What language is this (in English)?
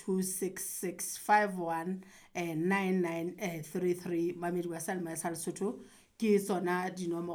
Southern Sotho